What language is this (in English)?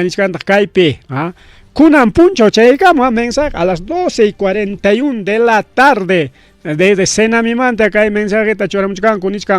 Ayacucho Quechua